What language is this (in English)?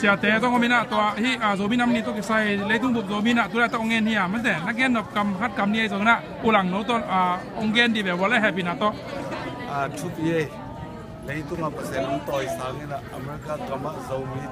Tedim Chin